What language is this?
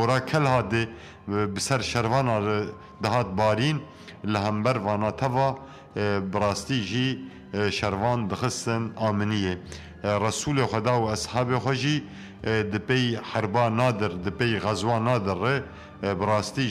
Kurdish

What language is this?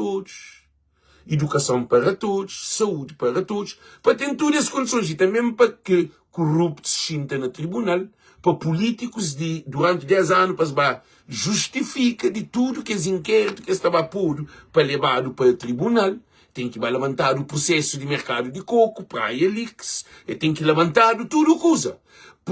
Kabuverdianu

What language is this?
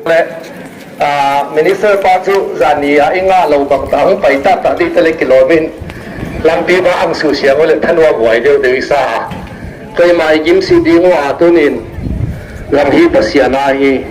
Paite Chin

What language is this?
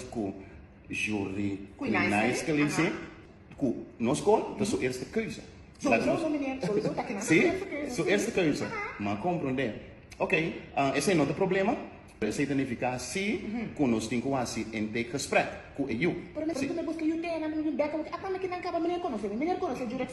Papiamento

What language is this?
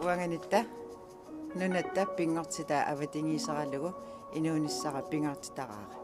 Kalaallisut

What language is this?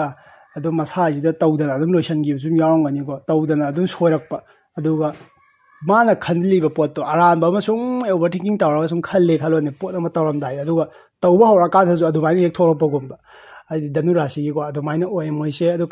Manipuri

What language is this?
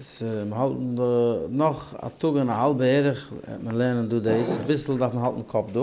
Yiddish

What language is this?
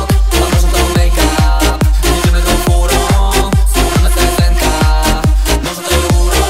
Polish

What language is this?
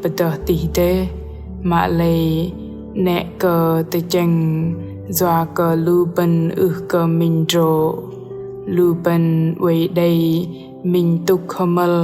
Bahnar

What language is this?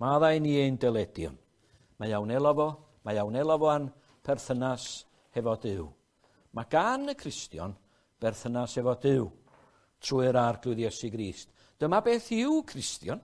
Welsh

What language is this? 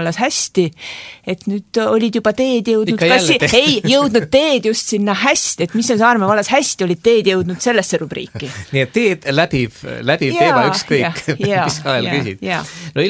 Estonian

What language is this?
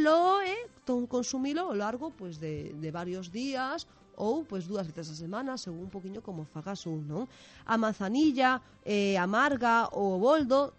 Galician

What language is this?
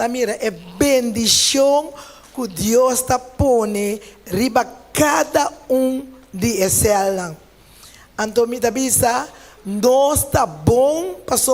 Papiamento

